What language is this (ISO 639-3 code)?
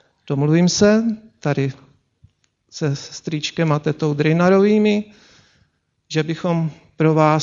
ces